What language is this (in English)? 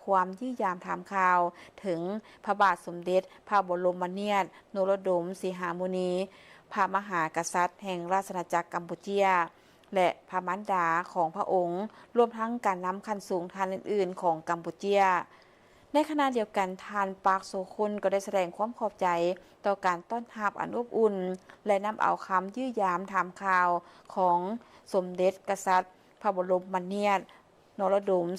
Lao